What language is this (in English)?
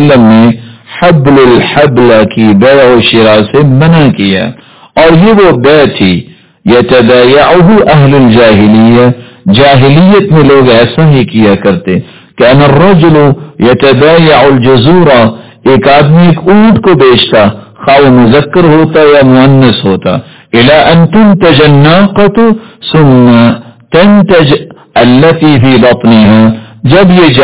Urdu